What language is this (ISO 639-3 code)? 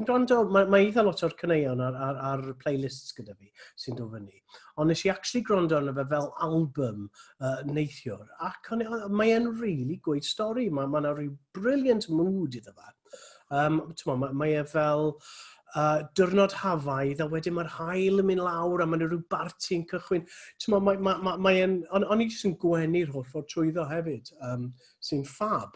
cym